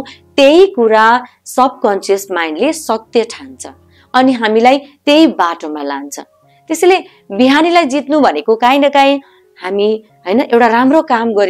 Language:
Nepali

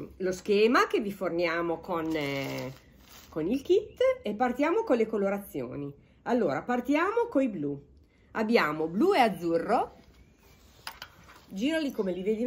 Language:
Italian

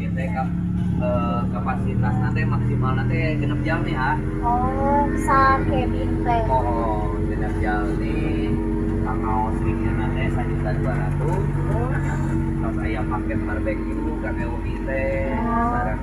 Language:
Sundanese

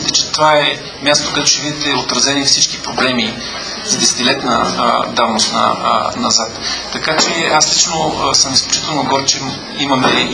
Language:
Bulgarian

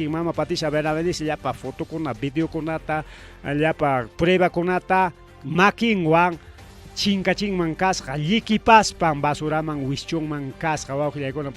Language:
Ayacucho Quechua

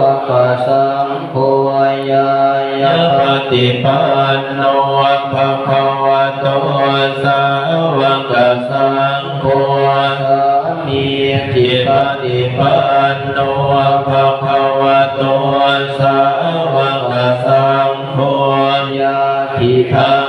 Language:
Pali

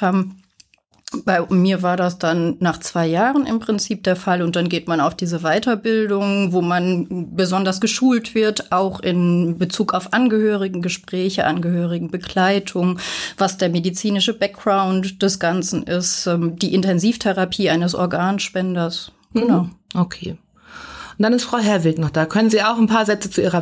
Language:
German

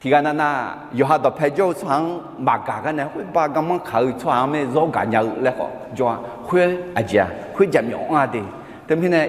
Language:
Akha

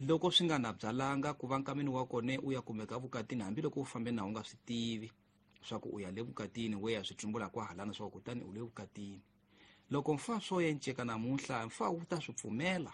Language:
Tsonga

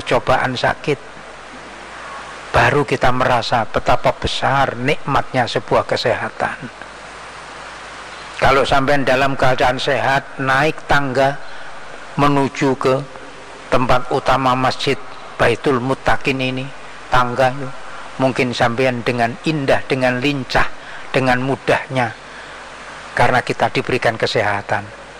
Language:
Indonesian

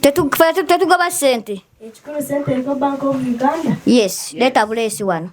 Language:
Ganda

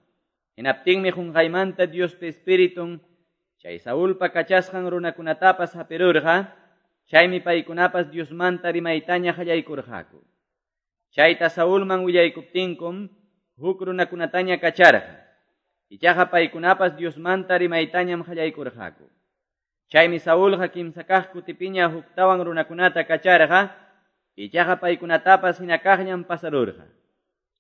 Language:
Quechua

